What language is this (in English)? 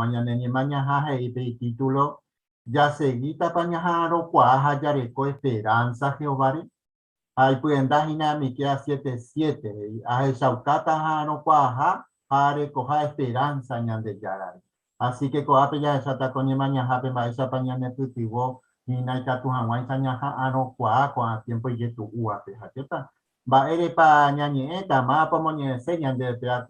Guarani